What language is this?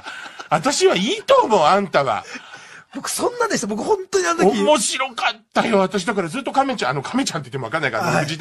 Japanese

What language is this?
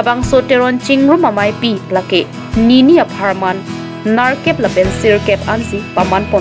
Karbi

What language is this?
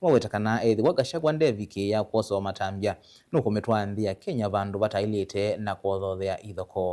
Kamba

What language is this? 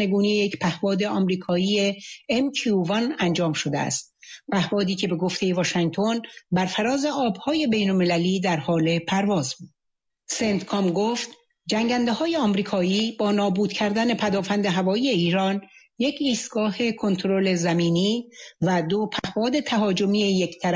Persian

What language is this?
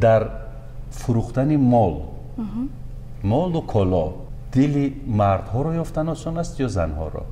Tajik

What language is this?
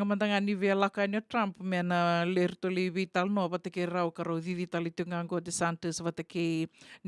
Fijian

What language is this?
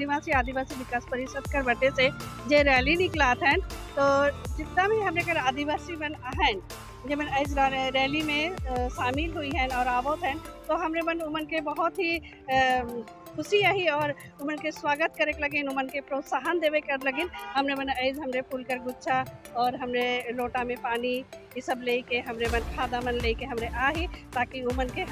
Sadri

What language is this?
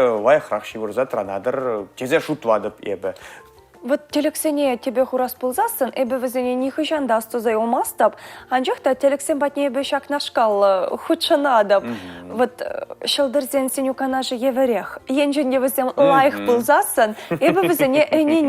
Chuvash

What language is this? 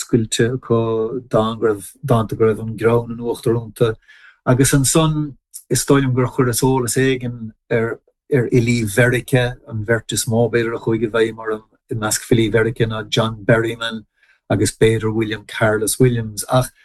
Irish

